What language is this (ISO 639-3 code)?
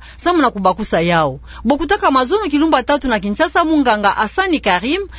ktu